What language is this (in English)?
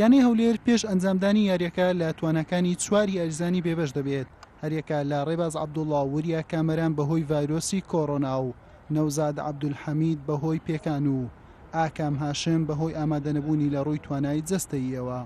Central Kurdish